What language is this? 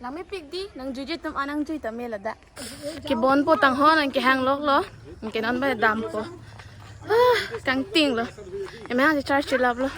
Karbi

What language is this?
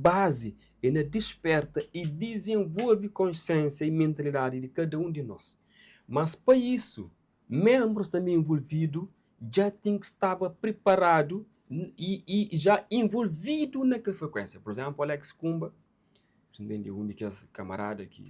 Kabuverdianu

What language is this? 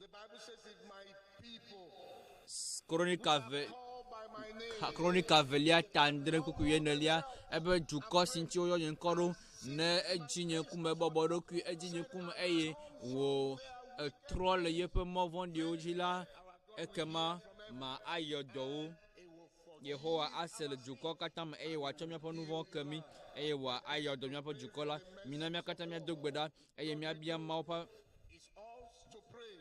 Ewe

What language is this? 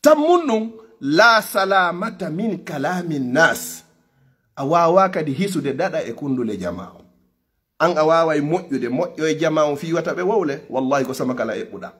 Fula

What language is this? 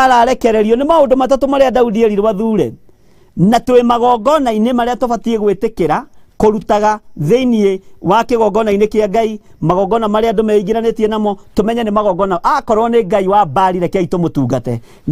Kikuyu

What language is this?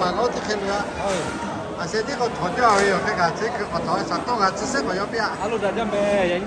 Lahu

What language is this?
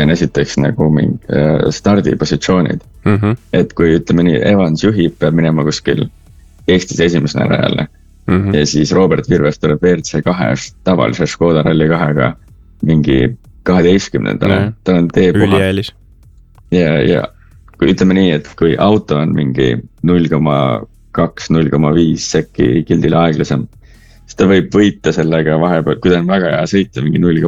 Estonian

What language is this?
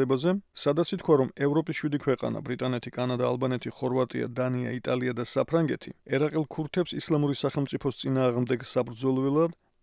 Georgian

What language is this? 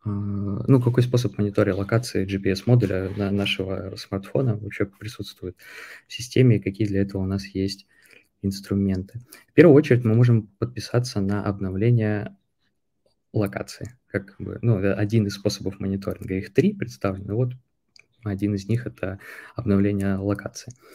Russian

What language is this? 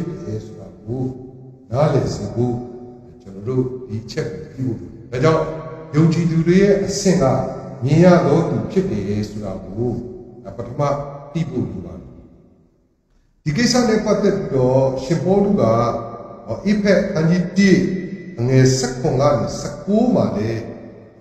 Burmese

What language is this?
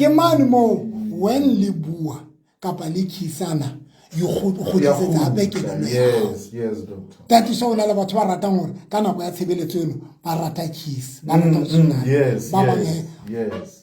Southern Sotho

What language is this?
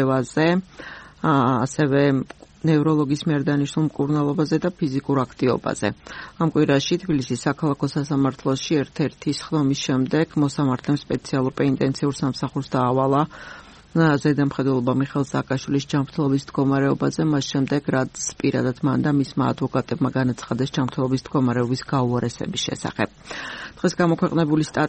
Georgian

